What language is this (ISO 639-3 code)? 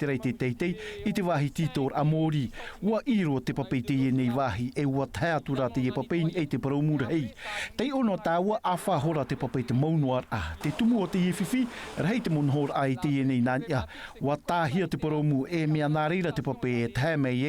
tah